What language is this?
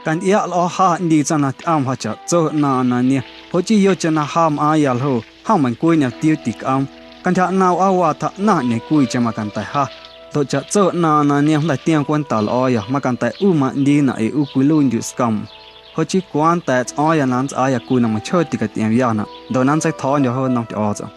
Guerrero Amuzgo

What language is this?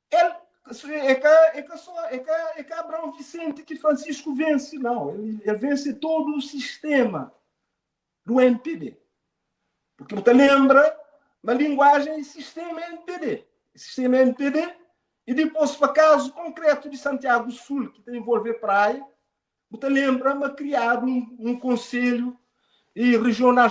Kabuverdianu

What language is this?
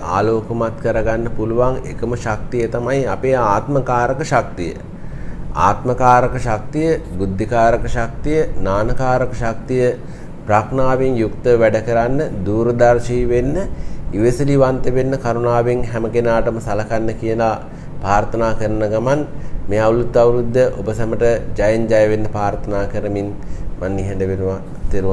Sinhala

